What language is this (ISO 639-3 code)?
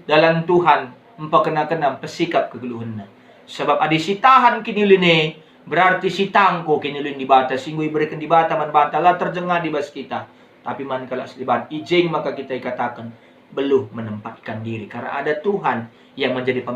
btx